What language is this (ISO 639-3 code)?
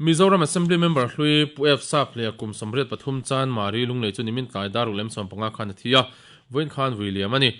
lus